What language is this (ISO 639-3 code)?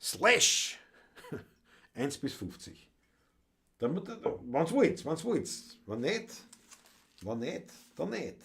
bar